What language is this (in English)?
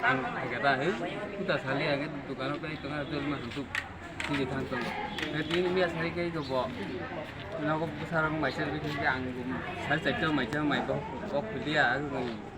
Kok Borok